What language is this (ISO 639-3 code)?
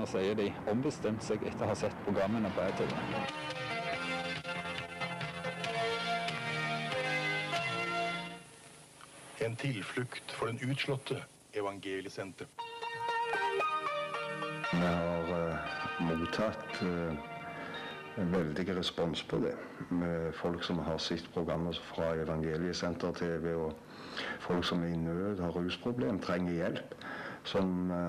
nor